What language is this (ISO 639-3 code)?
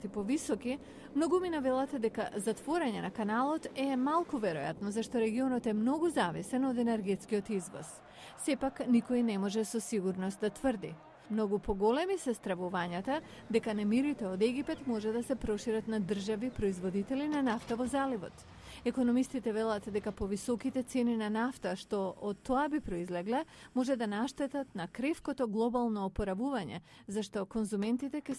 mkd